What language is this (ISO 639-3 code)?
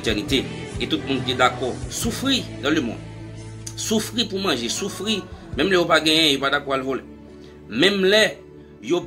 hat